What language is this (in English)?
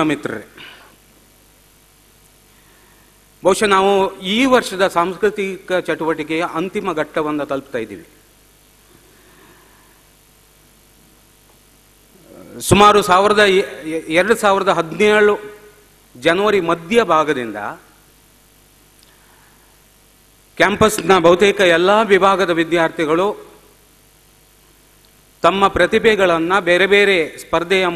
Kannada